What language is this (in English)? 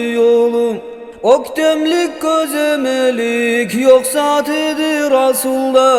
Kumyk